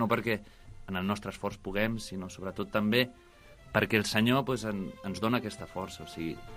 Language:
Catalan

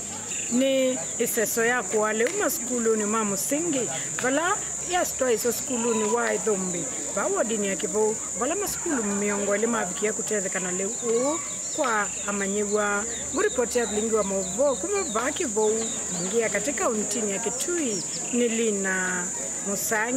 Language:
Kamba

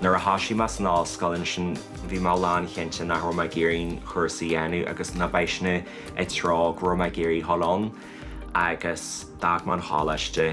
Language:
Irish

